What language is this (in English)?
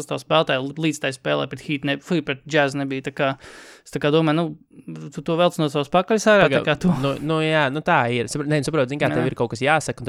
Latvian